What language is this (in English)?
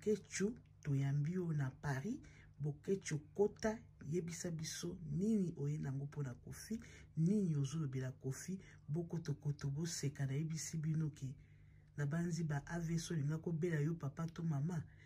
Lingala